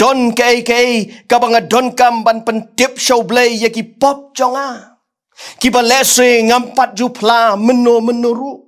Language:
Khasi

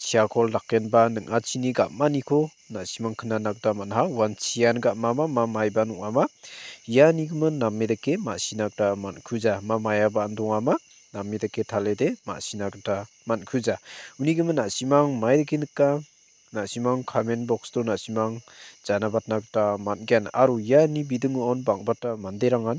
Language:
Garo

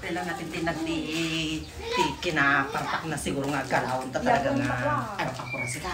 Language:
Iloko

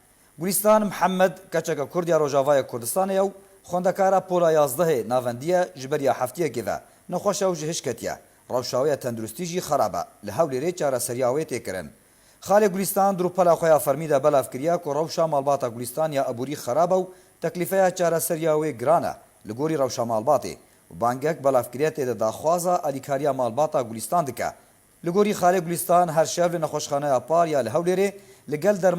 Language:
Kurdish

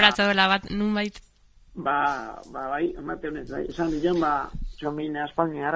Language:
Basque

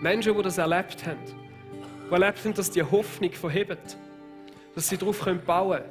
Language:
Swiss German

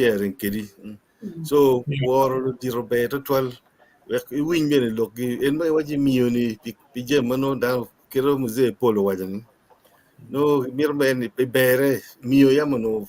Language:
Acoli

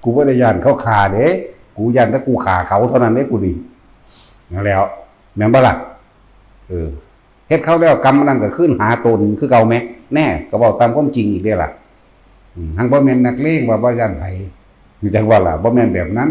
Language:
Lao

